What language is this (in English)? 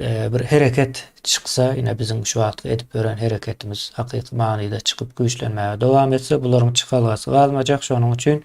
Turkmen